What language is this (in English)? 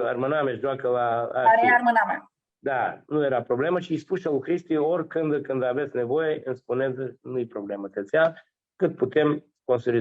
Aromanian